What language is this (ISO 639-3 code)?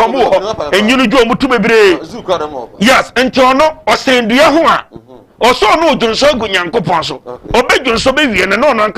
aka